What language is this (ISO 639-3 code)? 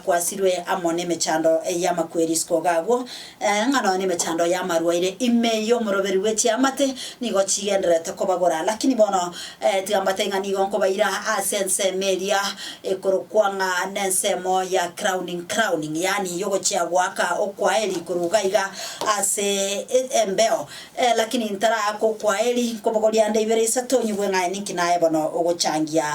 guz